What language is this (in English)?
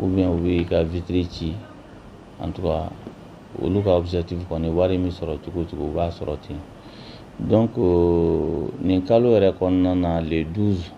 Bambara